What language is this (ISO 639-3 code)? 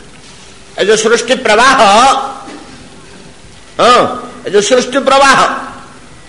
ori